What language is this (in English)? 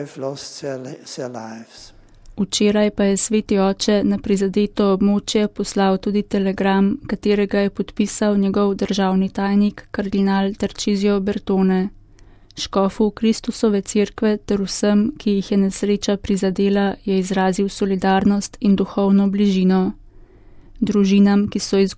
Slovenian